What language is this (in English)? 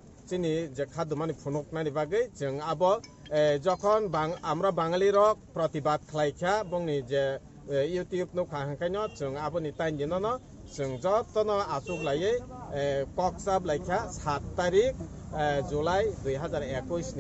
Kok Borok